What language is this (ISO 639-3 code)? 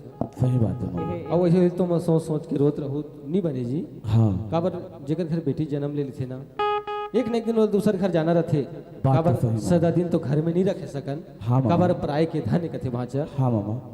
hne